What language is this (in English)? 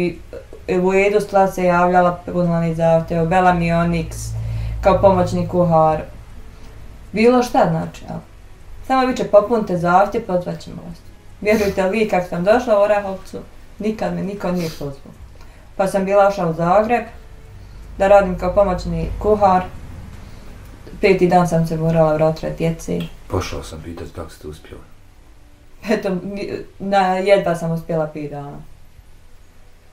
Bosnian